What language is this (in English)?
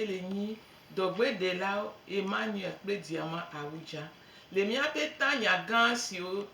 Gen